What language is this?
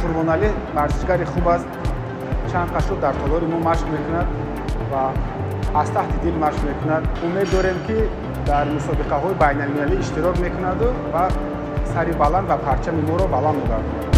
Tajik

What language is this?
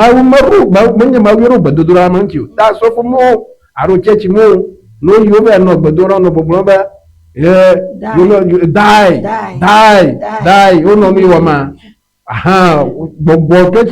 Ewe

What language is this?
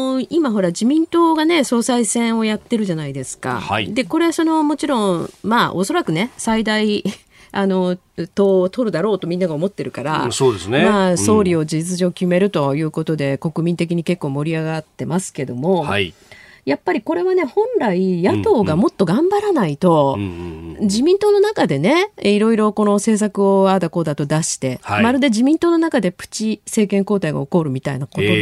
Japanese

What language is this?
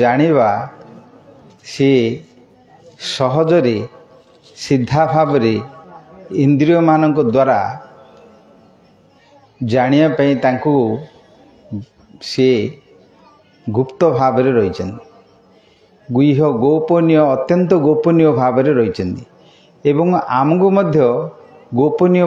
Odia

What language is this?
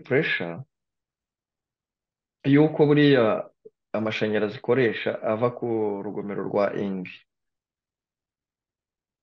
Kinyarwanda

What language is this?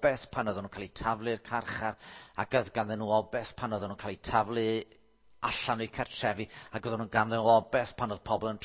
Welsh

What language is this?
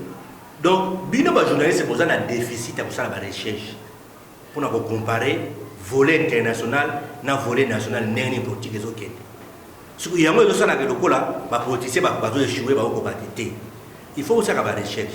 Lingala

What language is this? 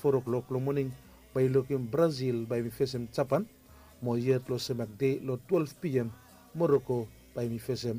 Bislama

